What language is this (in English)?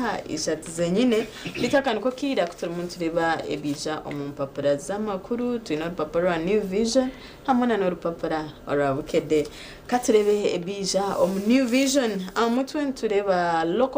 Nyankole